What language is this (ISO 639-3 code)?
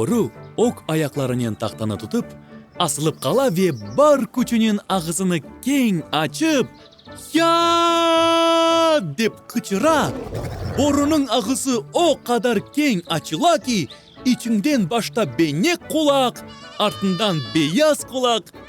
crh